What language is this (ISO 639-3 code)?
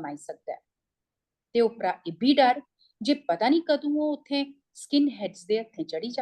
doi